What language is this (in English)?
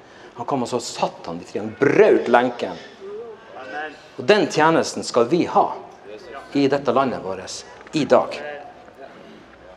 Norwegian